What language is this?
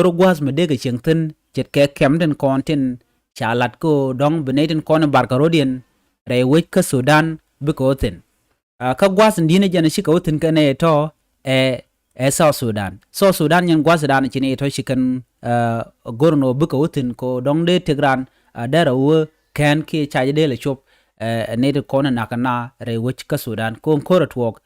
Nuer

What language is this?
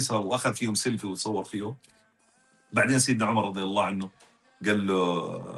North Levantine Arabic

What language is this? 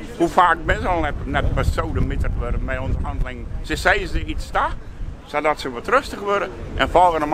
Western Frisian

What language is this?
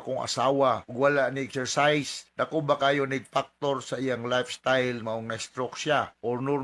Cebuano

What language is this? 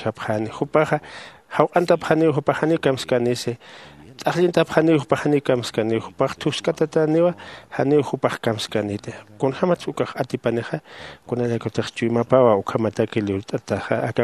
Aymara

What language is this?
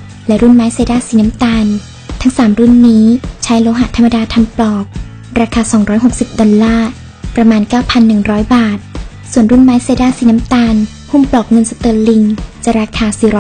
Lao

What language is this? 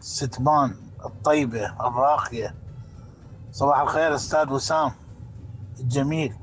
Mesopotamian Arabic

